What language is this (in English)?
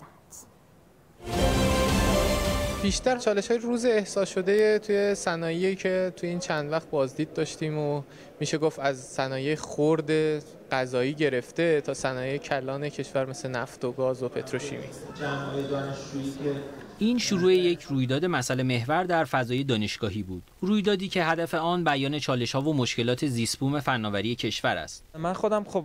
Persian